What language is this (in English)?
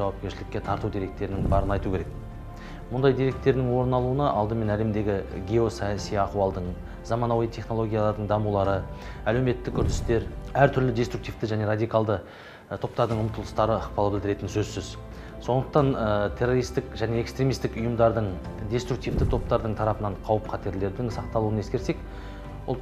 Kazakh